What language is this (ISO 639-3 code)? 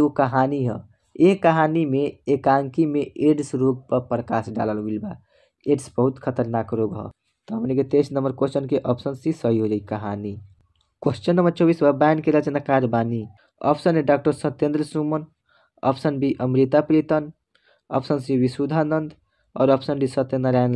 bho